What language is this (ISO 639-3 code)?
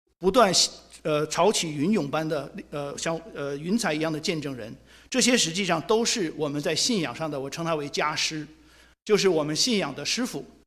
zho